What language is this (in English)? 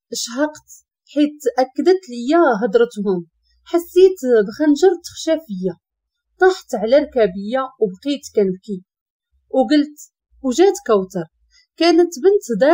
Moroccan Arabic